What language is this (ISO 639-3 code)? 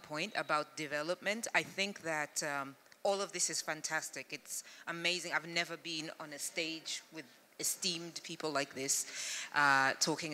eng